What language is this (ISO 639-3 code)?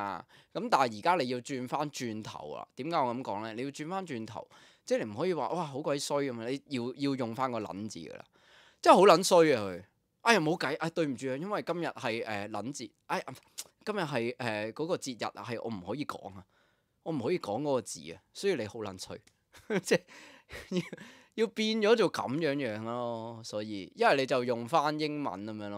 yue